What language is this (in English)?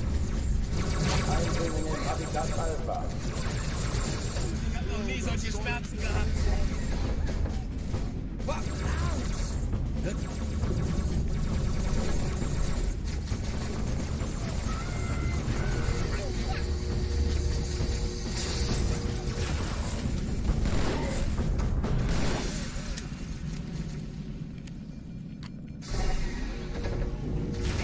German